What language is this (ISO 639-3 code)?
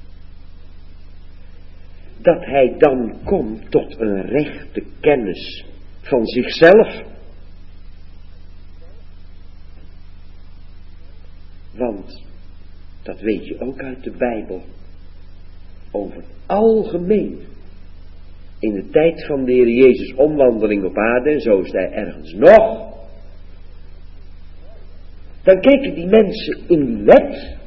nld